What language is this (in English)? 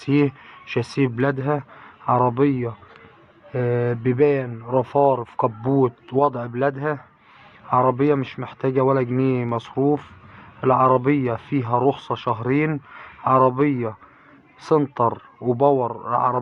Egyptian Arabic